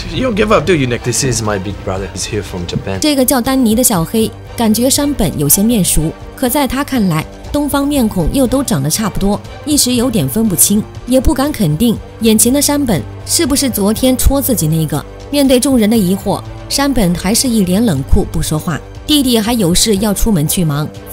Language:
Chinese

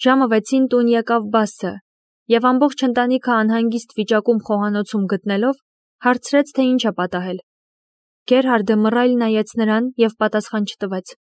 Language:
Armenian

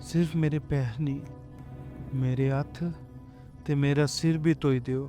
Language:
Dogri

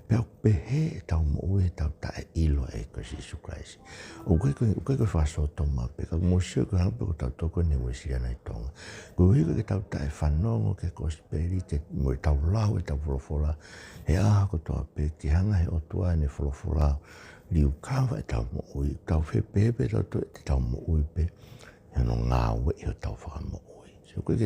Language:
Tongan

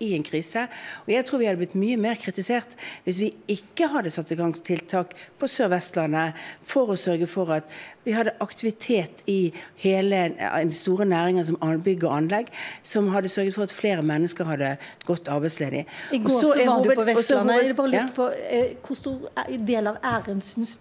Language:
Norwegian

